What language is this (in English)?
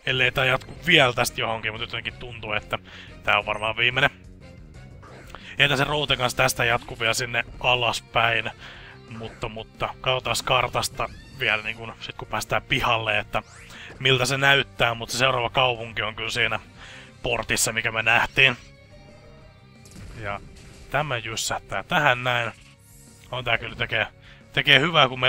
Finnish